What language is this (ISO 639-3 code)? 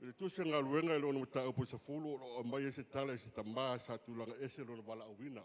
smo